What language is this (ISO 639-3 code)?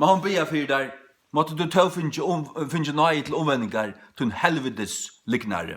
fao